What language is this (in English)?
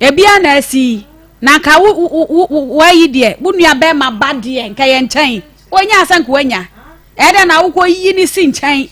Akan